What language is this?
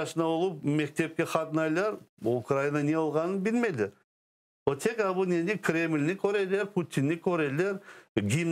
Crimean Tatar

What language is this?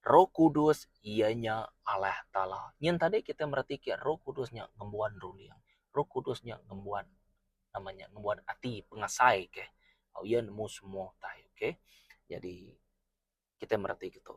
Iban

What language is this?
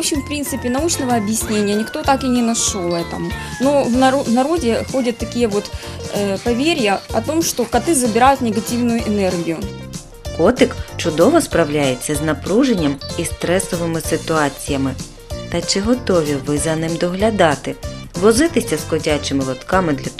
Ukrainian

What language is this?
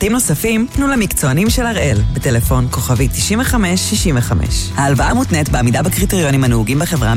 Hebrew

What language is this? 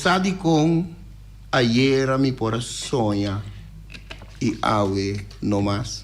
Papiamento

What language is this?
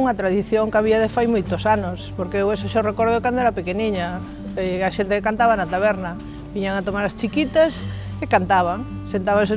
Galician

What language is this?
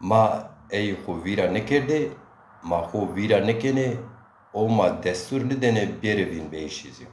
Zaza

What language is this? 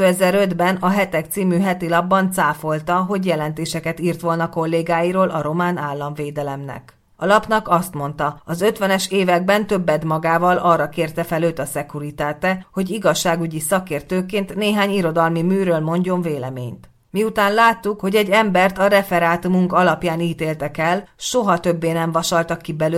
Hungarian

